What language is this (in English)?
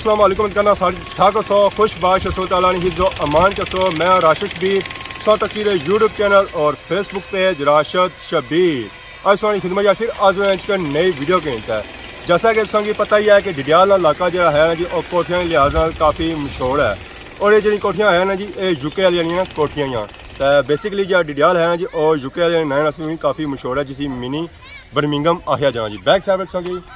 Pahari-Potwari